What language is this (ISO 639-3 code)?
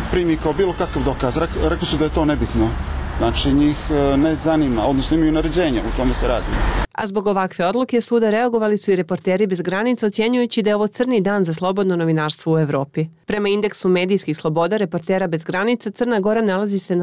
srp